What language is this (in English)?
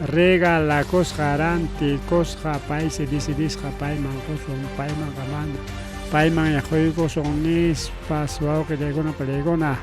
Ayacucho Quechua